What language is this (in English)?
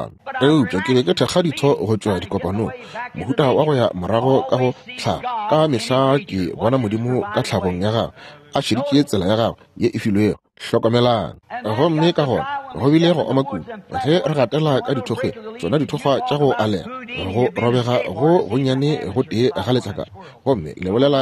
Northern Sotho